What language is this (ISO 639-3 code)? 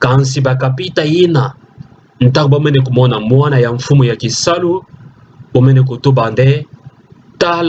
ktu